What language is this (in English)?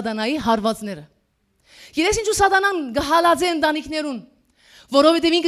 Western Armenian